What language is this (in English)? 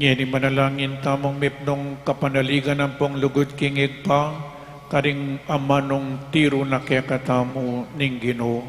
Pampanga